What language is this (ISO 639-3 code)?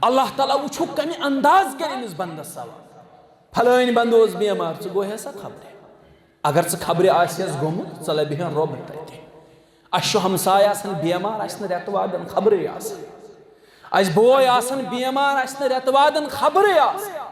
kas